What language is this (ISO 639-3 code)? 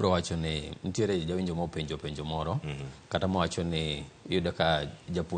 luo